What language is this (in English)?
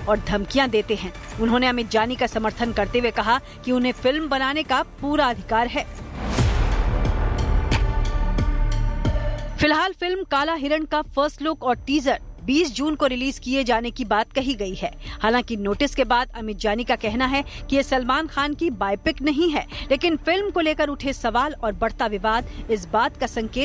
Hindi